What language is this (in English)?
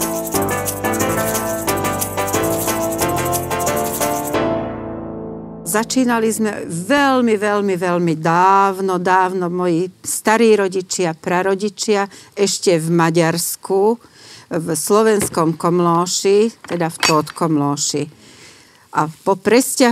Slovak